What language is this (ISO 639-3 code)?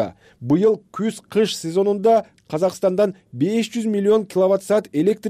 kir